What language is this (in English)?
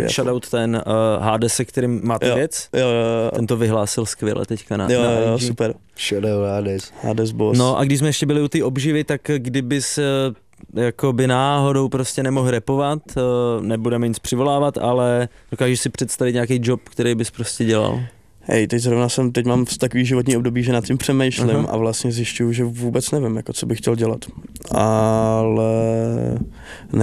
Czech